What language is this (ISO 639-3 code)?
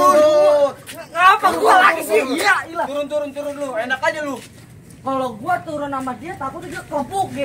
bew